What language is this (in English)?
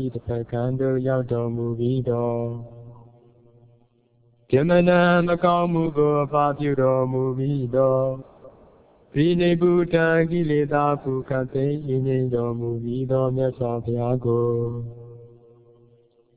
Burmese